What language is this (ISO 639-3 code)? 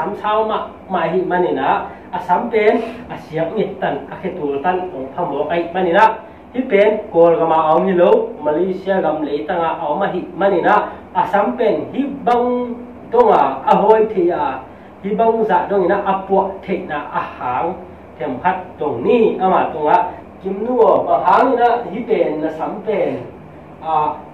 ctd